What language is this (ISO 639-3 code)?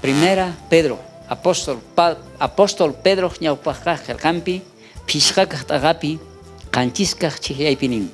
quh